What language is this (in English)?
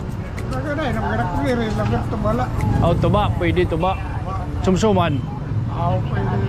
Waray